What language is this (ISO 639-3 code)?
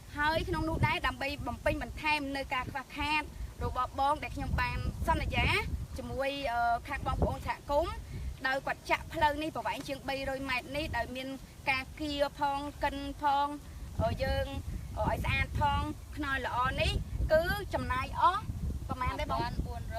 khm